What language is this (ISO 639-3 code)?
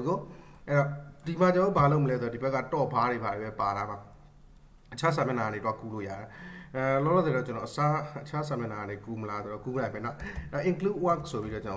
mya